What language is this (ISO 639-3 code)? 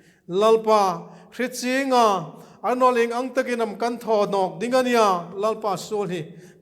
hmr